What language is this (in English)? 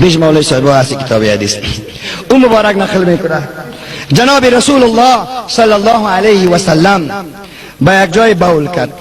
Persian